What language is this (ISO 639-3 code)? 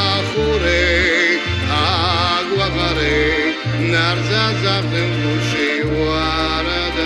abk